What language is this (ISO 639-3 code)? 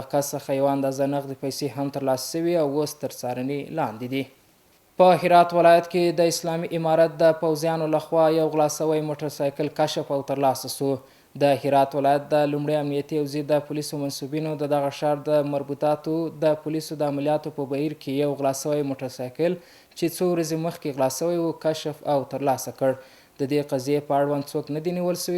pus